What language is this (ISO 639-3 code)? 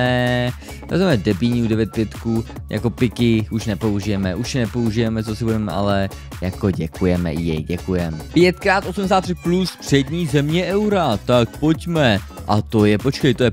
ces